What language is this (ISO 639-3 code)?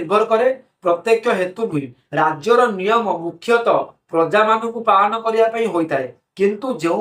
ori